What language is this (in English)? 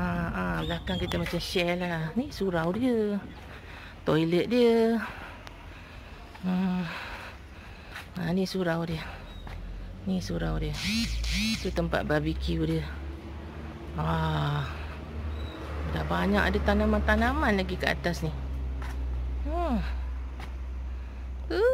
Malay